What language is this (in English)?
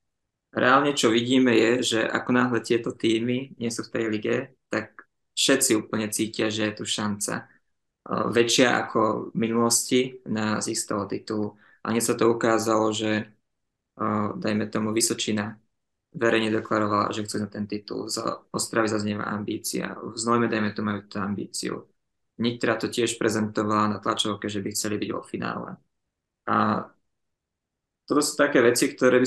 Slovak